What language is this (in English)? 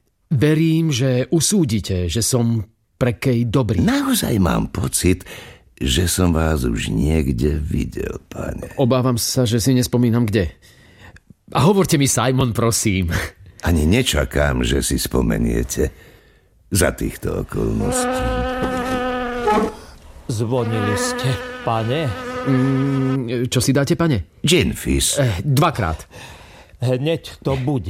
Slovak